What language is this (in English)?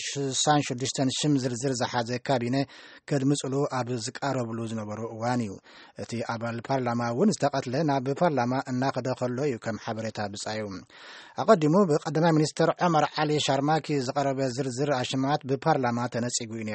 Tigrinya